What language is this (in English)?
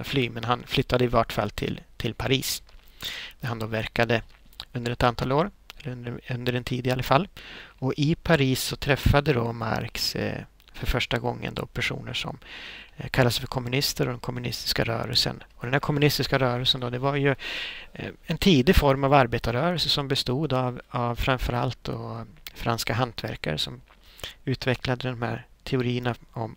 Swedish